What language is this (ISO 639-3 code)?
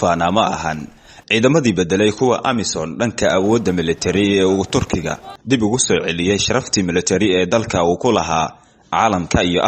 som